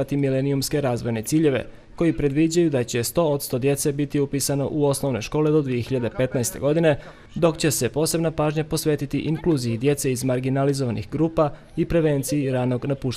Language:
Bosnian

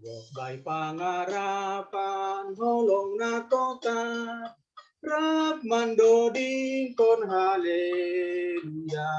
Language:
Batak Simalungun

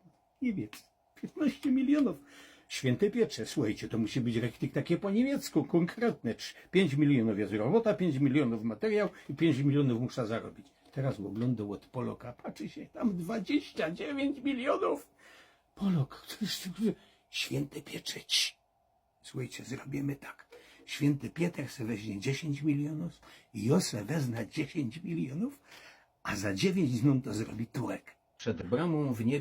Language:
Silesian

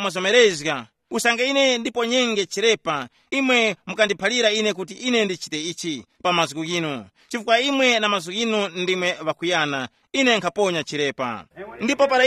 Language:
Tumbuka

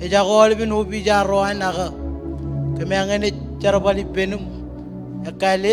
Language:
Marshallese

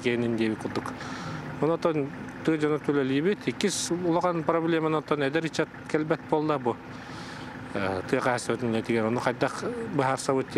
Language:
Yakut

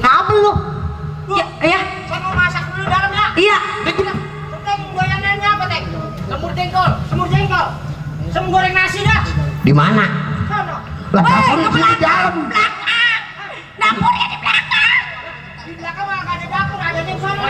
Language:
Betawi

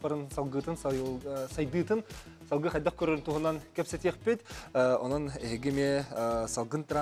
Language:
Yakut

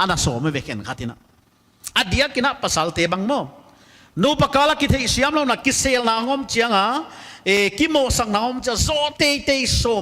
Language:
Paite Chin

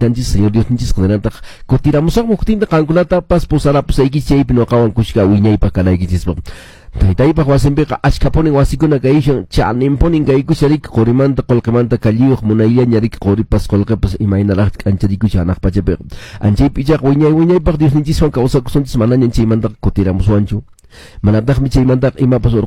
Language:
Quechua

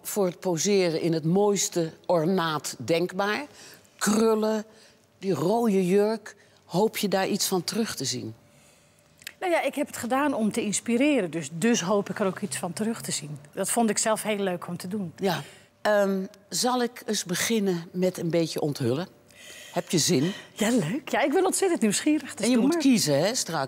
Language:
Dutch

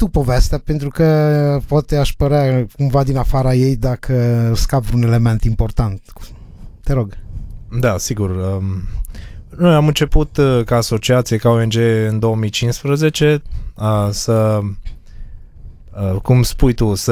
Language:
Romanian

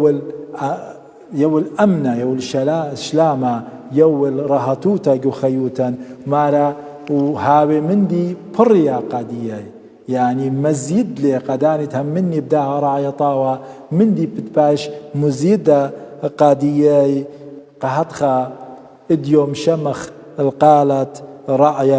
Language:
Assyrian Neo-Aramaic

